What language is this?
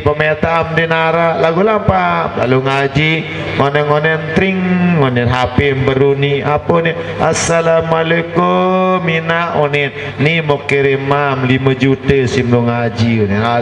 Sasak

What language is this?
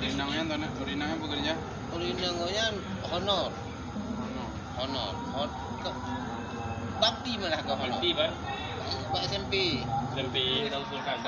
Achinese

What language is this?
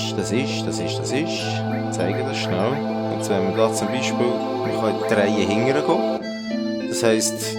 Swiss German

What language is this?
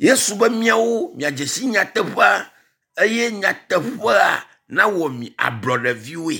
Ewe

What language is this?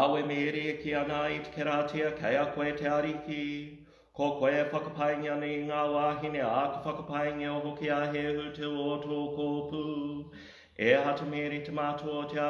Māori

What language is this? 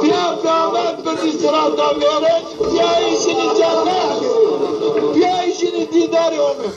Zaza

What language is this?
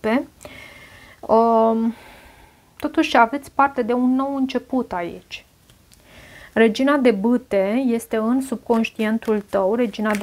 Romanian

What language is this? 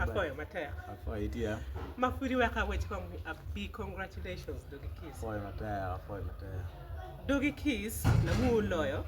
Acoli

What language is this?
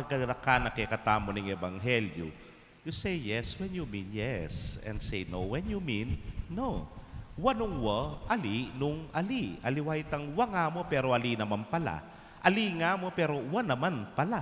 Pampanga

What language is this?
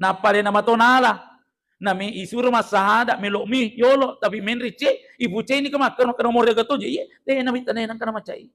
Buginese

